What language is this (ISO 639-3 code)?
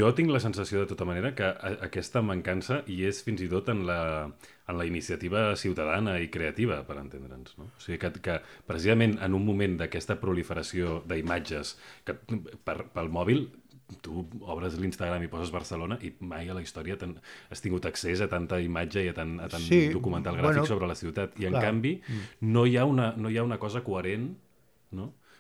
cat